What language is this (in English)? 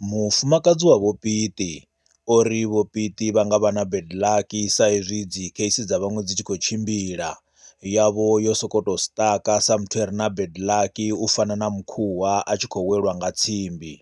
Venda